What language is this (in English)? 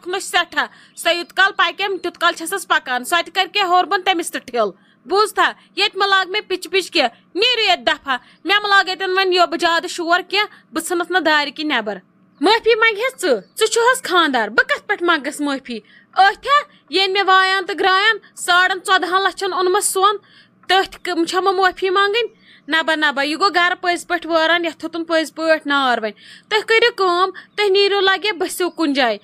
Kashmiri